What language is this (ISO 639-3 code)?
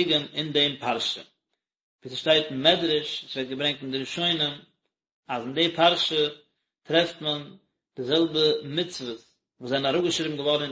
yid